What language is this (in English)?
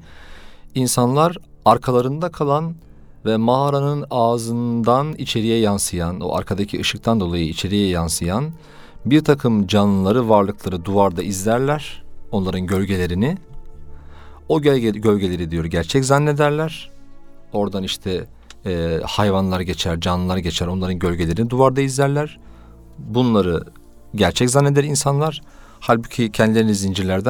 Turkish